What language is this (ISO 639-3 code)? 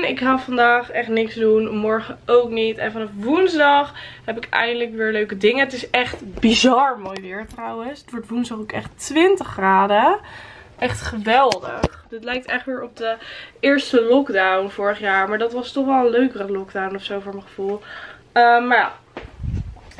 nld